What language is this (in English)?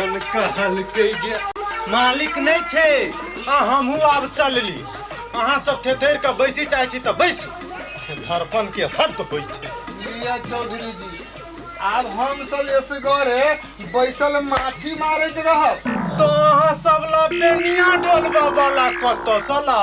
Maithili